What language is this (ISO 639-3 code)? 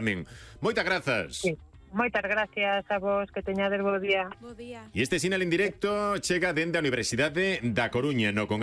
glg